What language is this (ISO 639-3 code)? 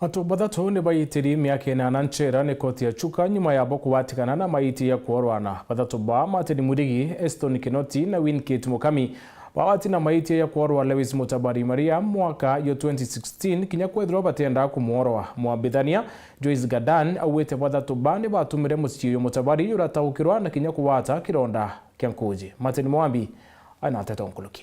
mer